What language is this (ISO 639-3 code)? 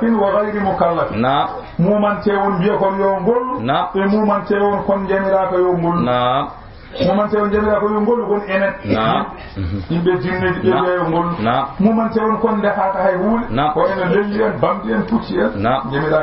ful